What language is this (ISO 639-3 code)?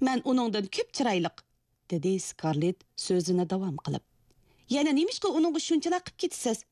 uig